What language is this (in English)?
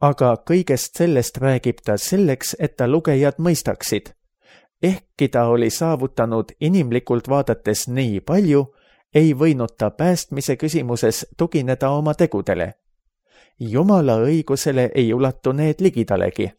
Estonian